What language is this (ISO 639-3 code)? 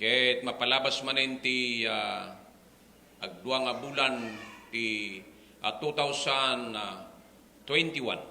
ilo